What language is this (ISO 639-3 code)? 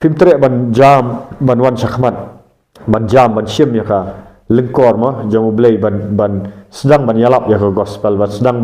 kha